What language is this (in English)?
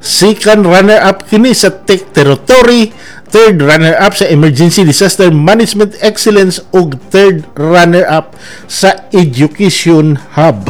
Cebuano